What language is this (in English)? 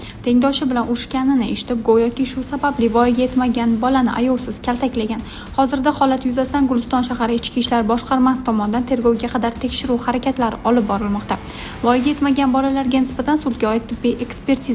Uzbek